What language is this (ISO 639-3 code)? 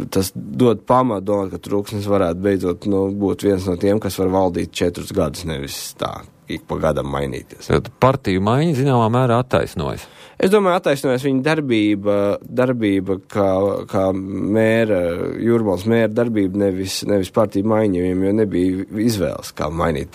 lav